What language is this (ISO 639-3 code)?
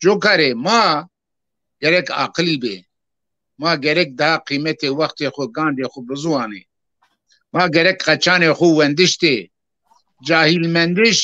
zza